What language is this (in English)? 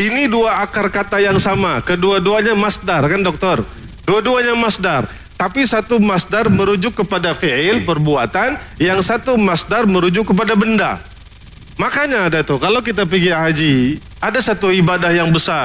Malay